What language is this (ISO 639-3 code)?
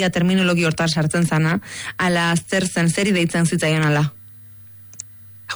eus